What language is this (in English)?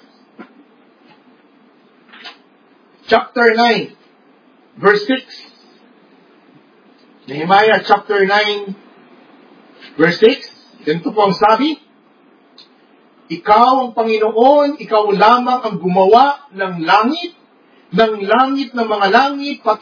Filipino